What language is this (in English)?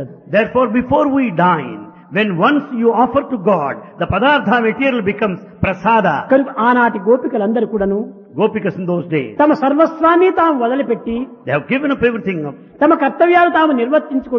Telugu